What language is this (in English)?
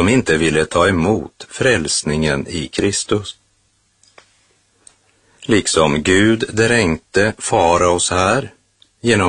Swedish